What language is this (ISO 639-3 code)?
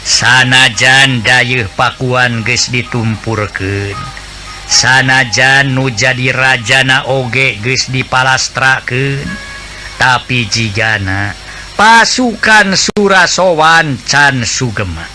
sun